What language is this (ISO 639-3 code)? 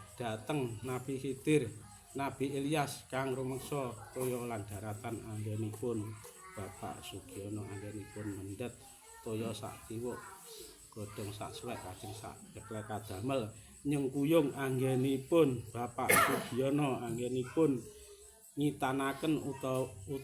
jav